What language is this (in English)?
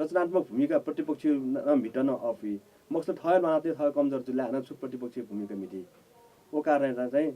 Newari